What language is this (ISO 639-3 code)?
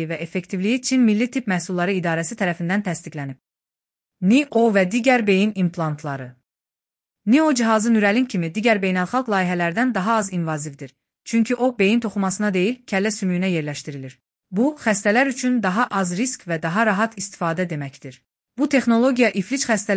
aze